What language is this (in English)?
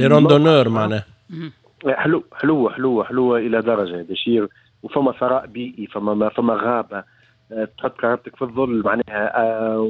Tunisian Arabic